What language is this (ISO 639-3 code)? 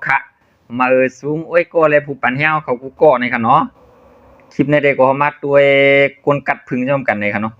shn